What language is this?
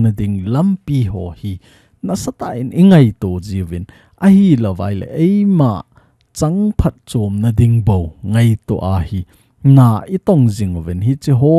Thado Chin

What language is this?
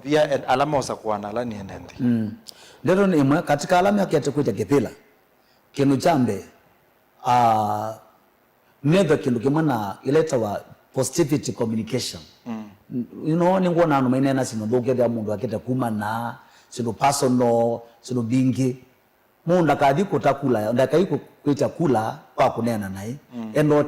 Kamba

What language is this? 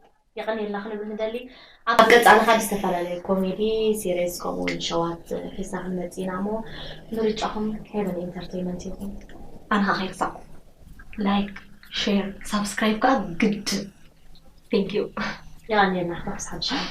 Tigrinya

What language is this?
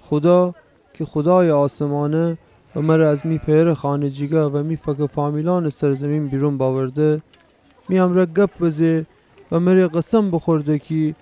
Gilaki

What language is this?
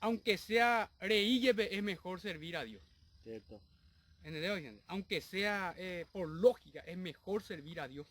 Guarani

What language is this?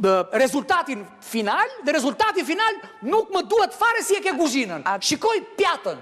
Albanian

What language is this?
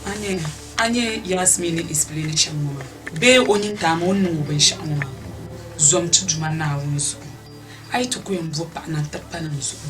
Dagbani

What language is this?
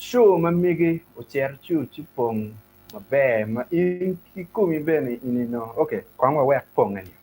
Acoli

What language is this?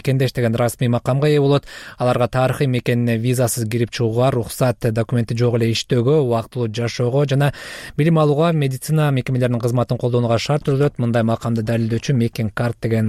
Kyrgyz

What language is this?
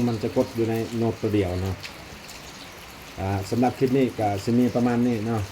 Lao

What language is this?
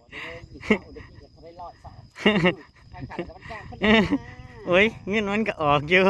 Northeastern Thai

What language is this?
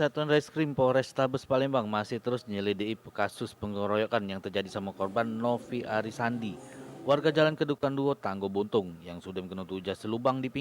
Musi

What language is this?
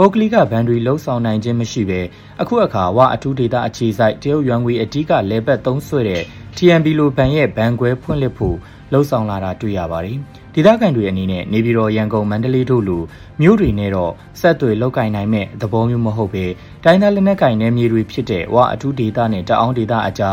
Burmese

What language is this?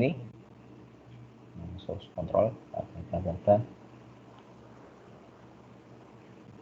Indonesian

